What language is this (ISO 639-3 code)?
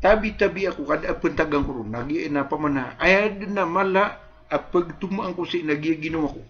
mrw